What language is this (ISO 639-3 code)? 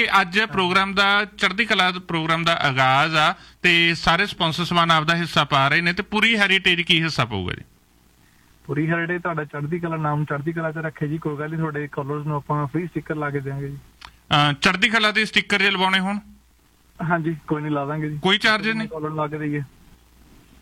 pan